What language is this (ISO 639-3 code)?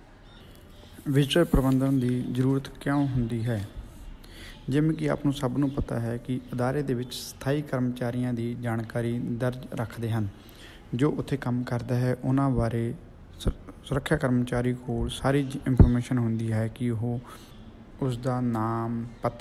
pan